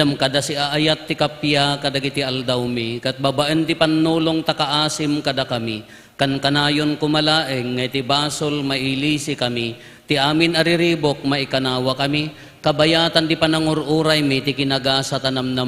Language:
Iloko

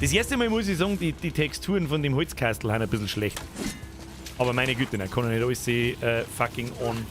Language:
Bavarian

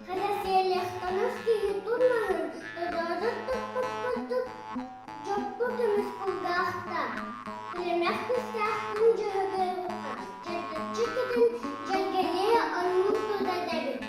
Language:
Yakut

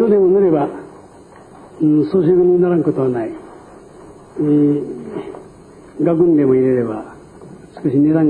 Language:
Japanese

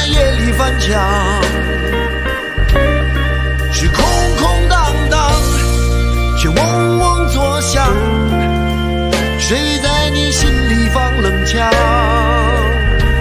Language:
Chinese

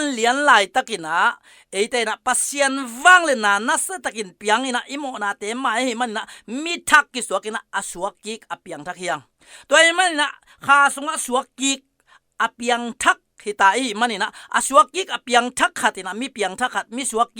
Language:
Tedim Chin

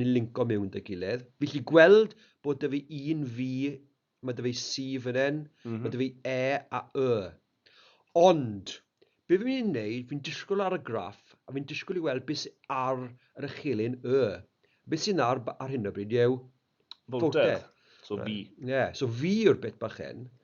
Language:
Welsh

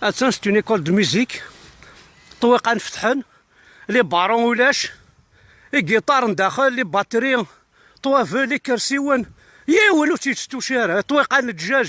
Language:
Kabyle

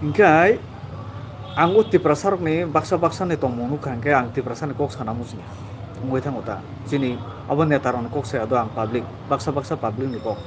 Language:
Kok Borok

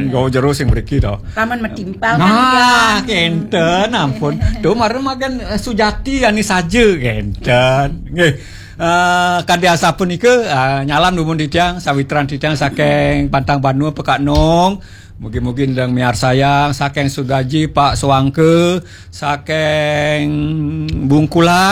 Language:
Balinese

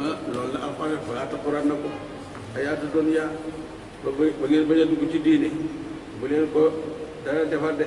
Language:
Wolof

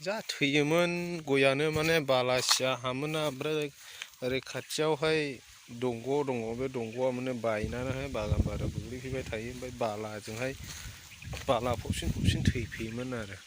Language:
Bodo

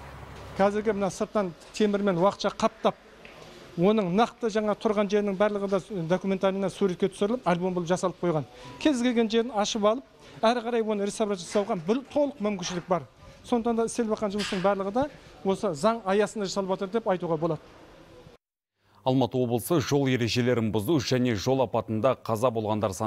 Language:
Kazakh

